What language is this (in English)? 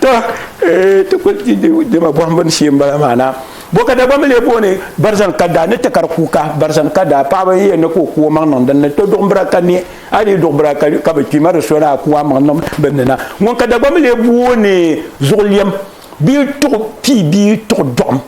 Dagbani